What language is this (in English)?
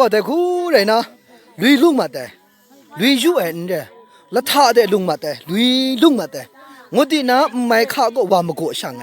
Maru